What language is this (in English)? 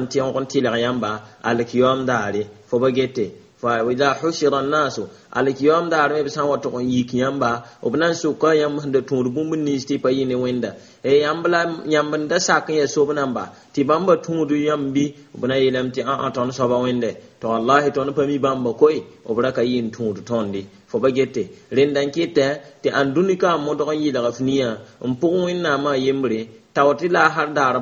Mossi